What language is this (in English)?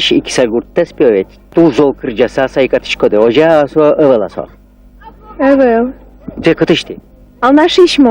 Udmurt